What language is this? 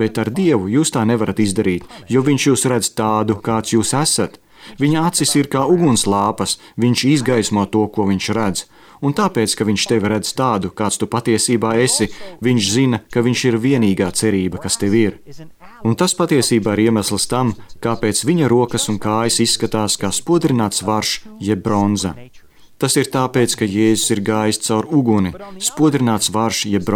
Latvian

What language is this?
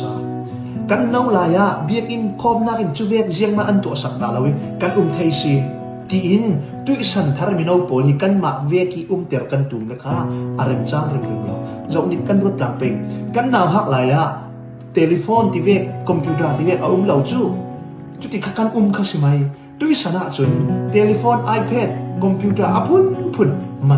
Falam Chin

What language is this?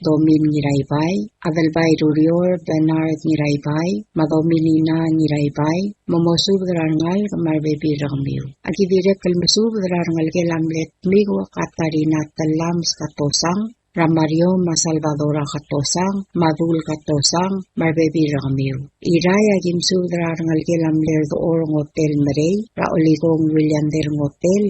Palauan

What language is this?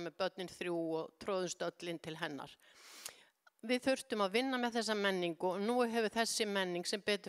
Icelandic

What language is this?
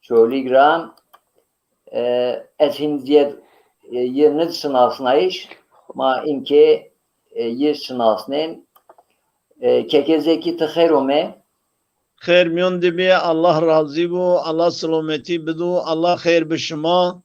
Zaza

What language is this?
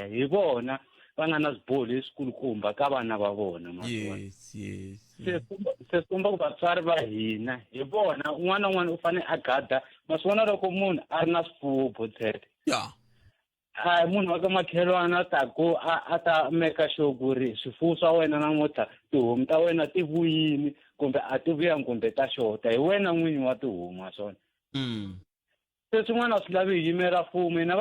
Tsonga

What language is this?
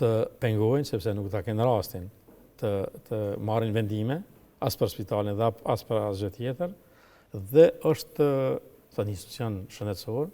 Albanian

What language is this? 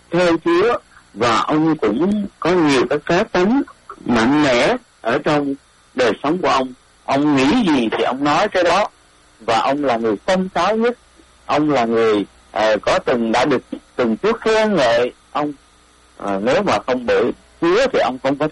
Vietnamese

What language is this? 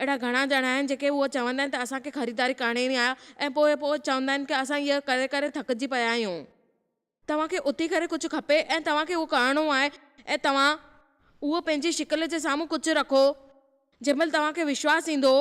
Sindhi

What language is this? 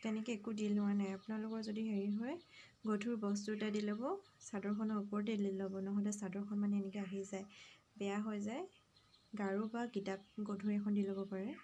Assamese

